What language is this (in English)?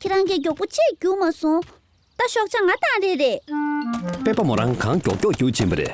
Tibetan